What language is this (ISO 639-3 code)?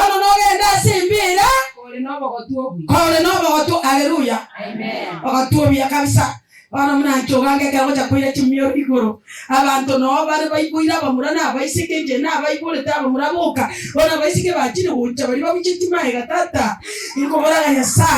guz